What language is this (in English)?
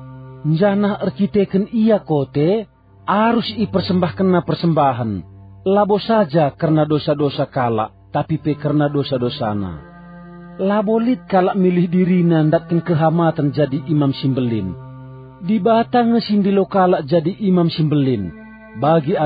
Batak Karo